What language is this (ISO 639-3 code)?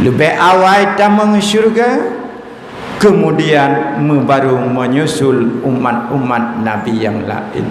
ace